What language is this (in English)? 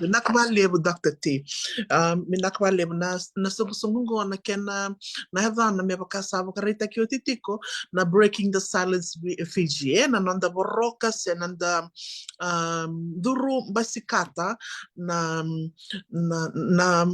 Fijian